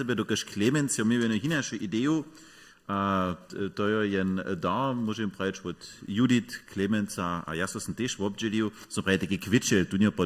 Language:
Upper Sorbian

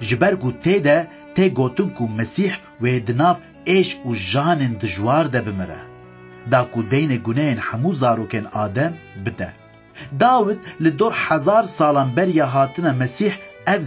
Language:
Kurdish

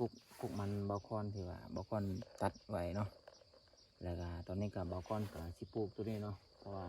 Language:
Lao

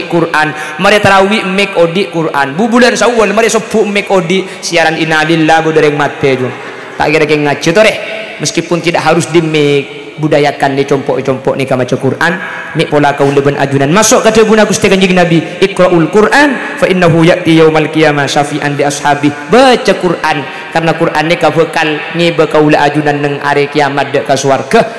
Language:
Madurese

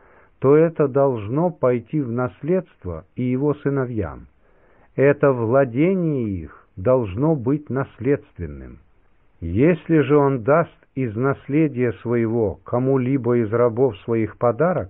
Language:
Russian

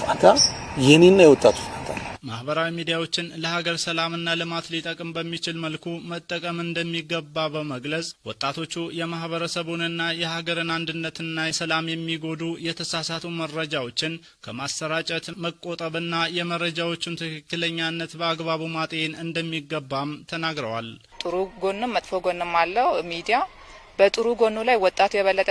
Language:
Amharic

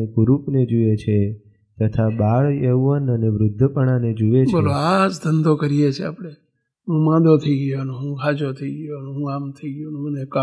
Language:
Gujarati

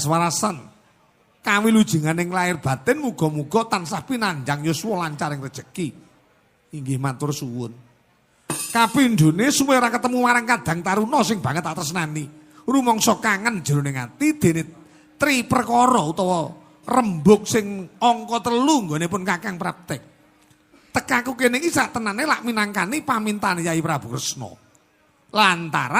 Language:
Javanese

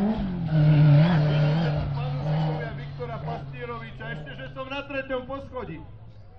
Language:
Slovak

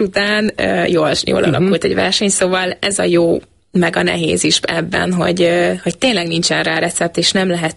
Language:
Hungarian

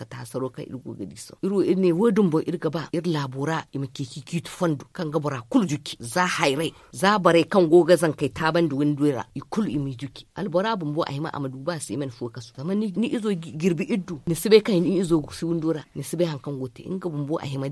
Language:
Zarma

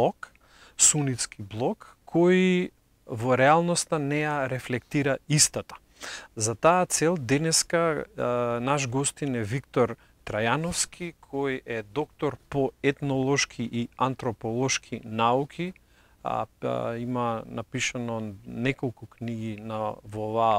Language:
Macedonian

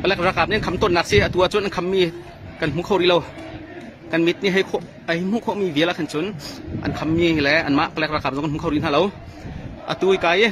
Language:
Hakha Chin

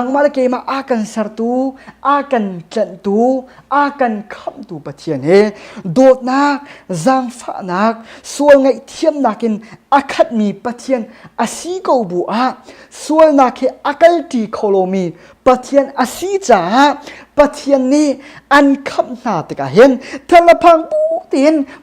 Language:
Hakha Chin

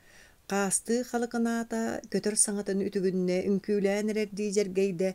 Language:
Yakut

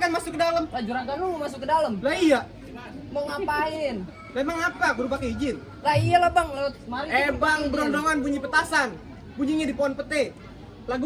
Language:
Betawi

